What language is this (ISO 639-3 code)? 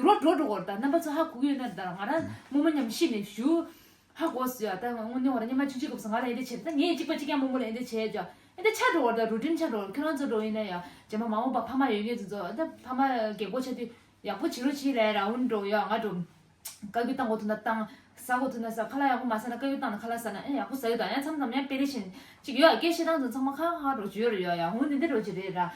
bod